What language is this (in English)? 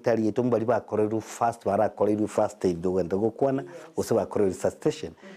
Gusii